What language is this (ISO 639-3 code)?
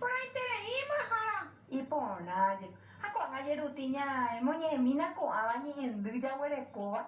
grn